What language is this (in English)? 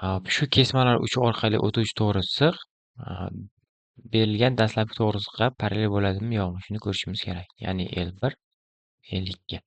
Uzbek